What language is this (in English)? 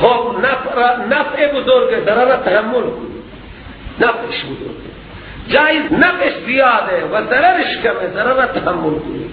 Persian